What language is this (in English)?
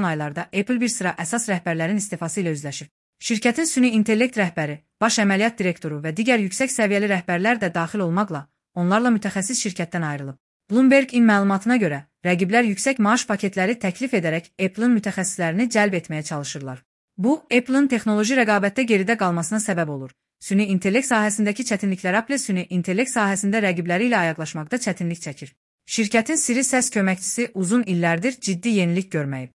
Azerbaijani